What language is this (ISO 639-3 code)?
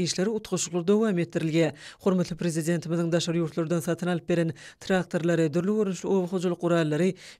tuk